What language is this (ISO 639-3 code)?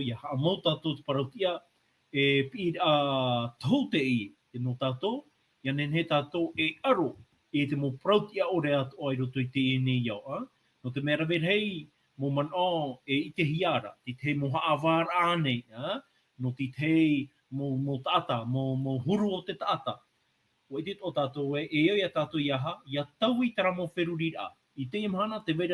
tah